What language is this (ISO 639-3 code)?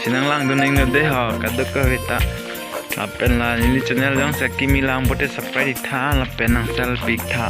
mjw